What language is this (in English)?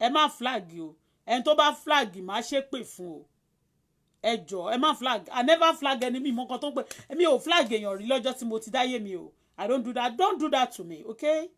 Yoruba